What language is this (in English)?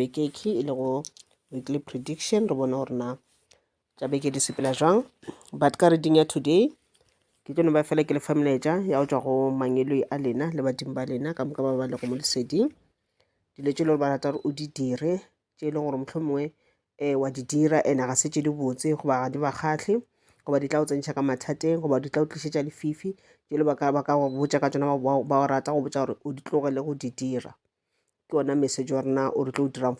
Northern Sotho